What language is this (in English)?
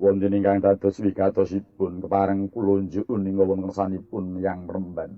Javanese